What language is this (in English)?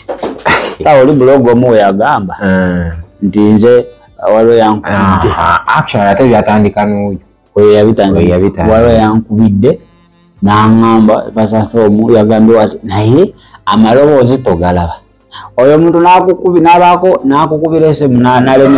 Ganda